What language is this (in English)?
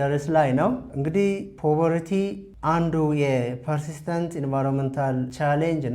Amharic